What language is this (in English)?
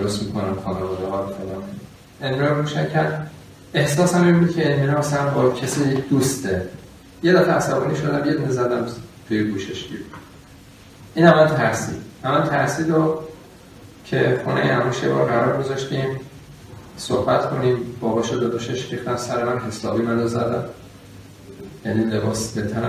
Persian